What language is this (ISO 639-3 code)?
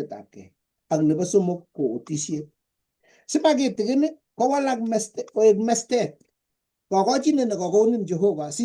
kln